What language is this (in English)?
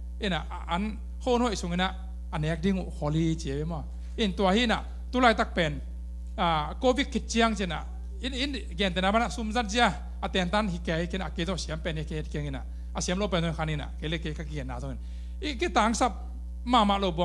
Tedim Chin